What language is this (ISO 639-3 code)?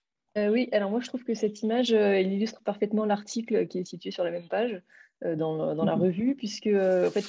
fra